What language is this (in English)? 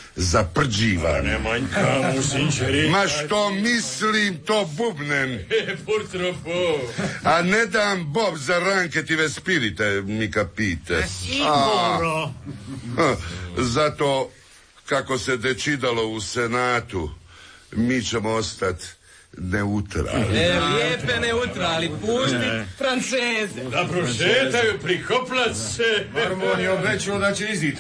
Croatian